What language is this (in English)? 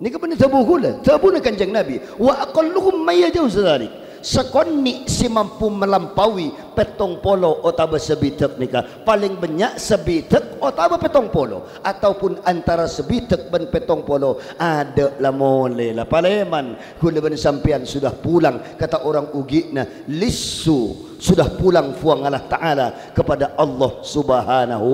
Madurese